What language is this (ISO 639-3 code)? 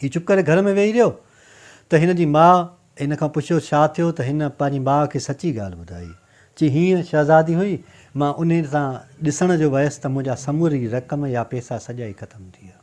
snd